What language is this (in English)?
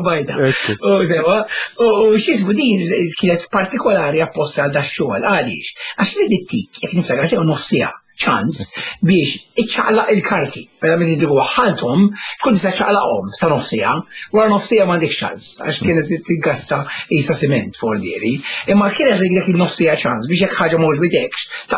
Maltese